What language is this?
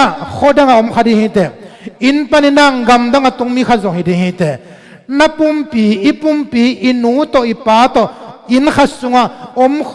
Tedim Chin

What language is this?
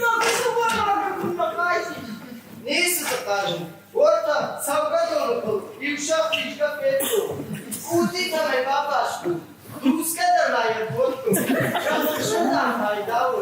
Ossetic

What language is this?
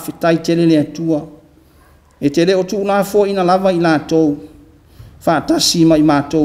Samoan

